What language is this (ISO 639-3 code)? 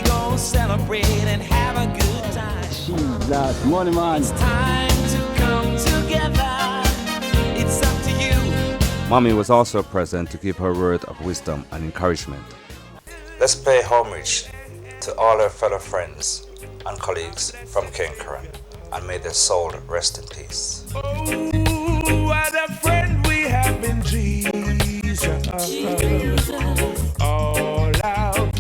jam